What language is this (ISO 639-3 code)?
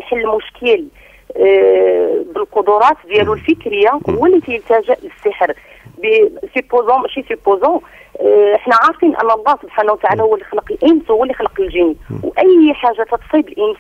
ary